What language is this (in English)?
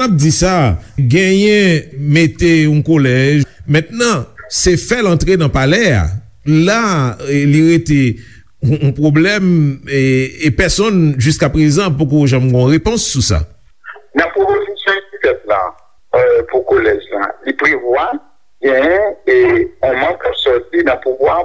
Haitian Creole